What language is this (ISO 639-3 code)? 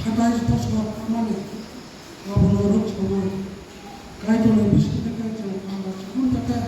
trp